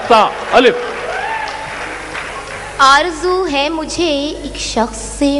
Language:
Urdu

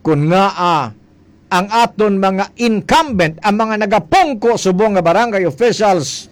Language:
Hiligaynon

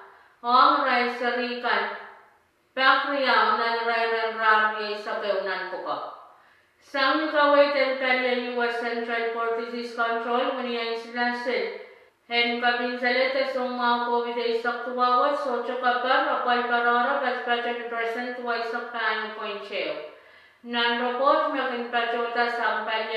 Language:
Pohnpeian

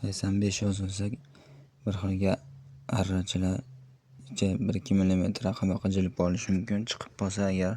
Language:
Uzbek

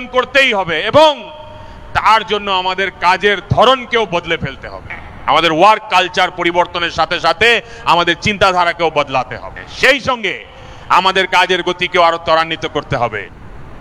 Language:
Bangla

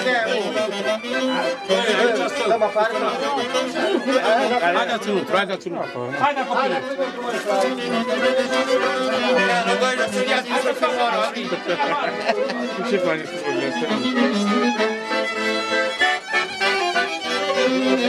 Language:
Romanian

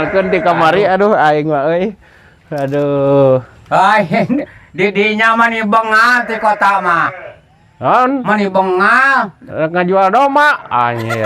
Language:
Sundanese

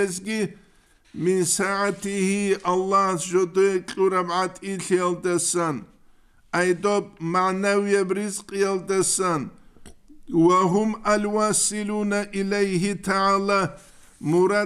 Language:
Avaric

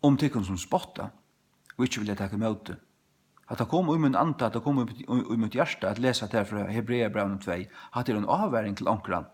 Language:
Faroese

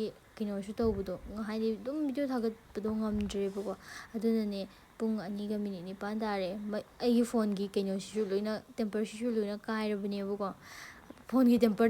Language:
Manipuri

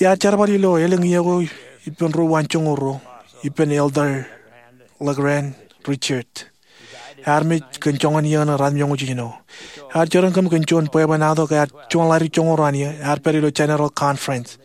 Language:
Marshallese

